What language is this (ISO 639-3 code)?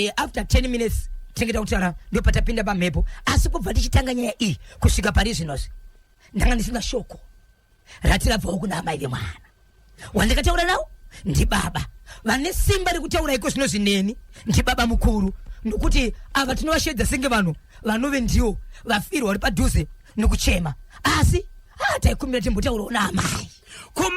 sna